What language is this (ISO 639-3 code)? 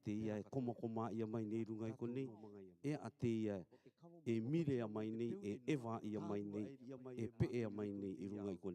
rar